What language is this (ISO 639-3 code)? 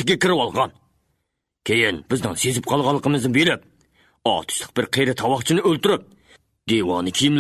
uig